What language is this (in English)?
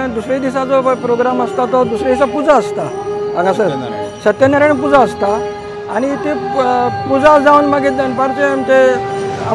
Konkani